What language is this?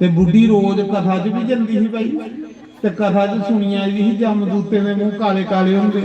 Dogri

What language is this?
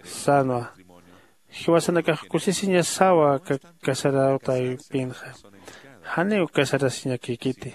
Aymara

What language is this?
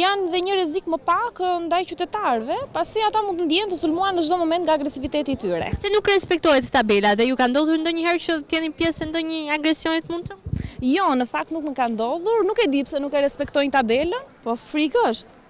Albanian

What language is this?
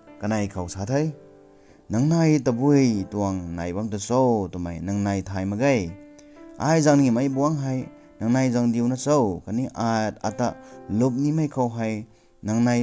Rongmei Naga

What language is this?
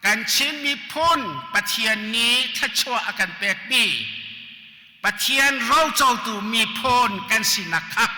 Hakha Chin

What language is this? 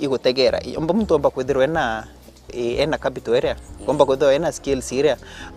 Meru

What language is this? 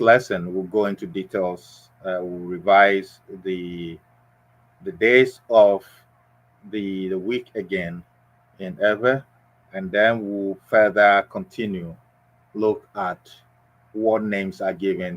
Ewe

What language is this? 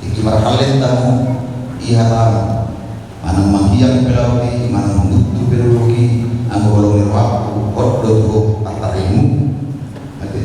Batak Toba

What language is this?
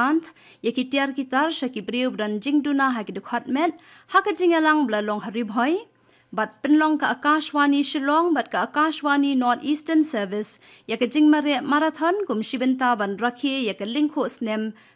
Khasi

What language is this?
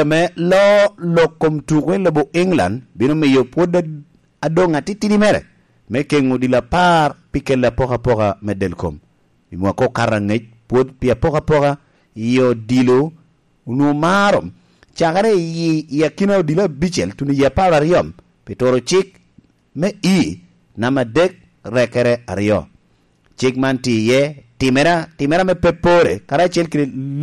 Lango (Uganda)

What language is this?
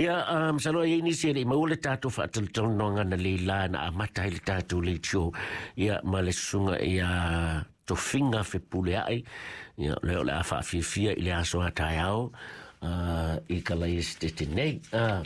Samoan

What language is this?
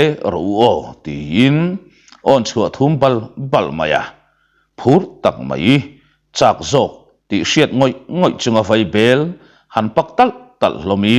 Mizo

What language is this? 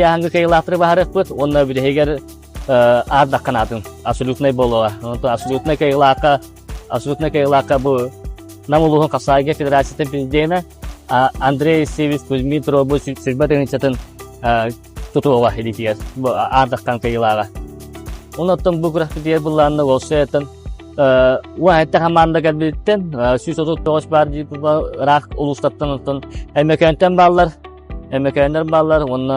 Yakut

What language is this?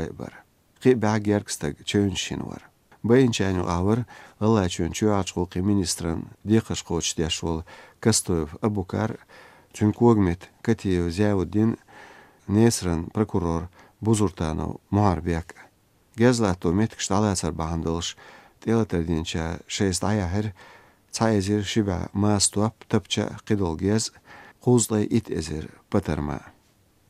Chechen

